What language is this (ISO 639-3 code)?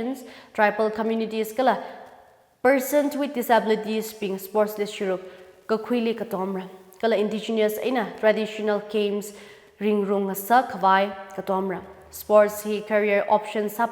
nmf